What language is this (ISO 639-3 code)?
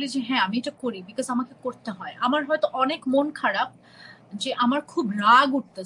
ben